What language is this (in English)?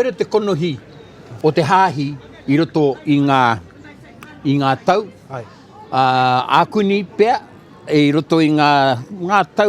Māori